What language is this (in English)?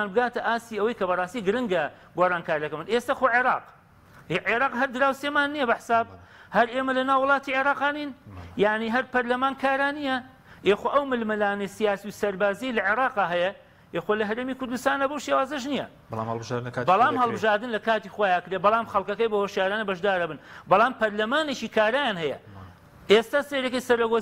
Central Kurdish